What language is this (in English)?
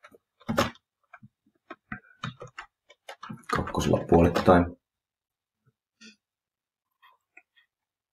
Finnish